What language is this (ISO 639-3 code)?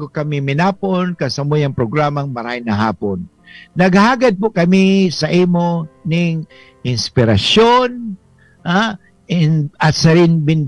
bik